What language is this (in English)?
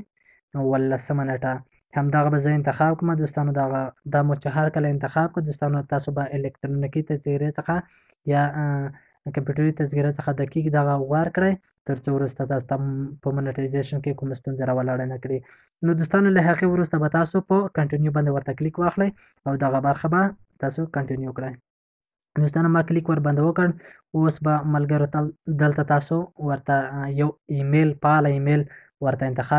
Pashto